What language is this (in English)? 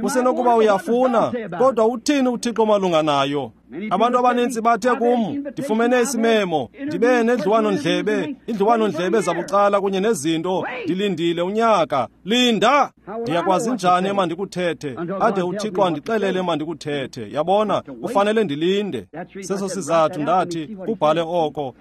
Xhosa